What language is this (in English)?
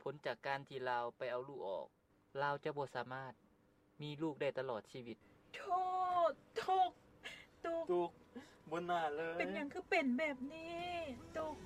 Lao